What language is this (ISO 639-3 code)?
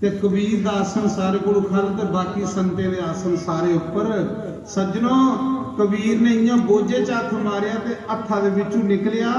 doi